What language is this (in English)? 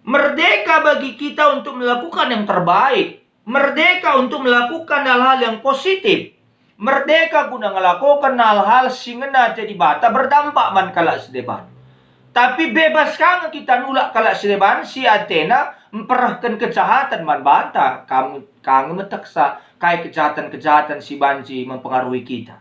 Batak Karo